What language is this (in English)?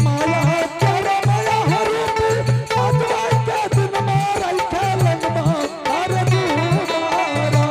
Angika